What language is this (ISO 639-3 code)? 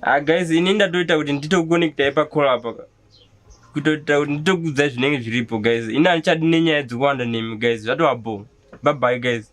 sna